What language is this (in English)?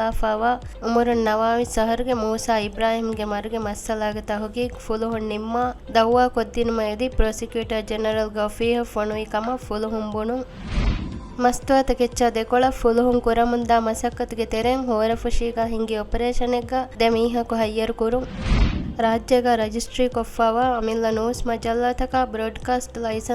Divehi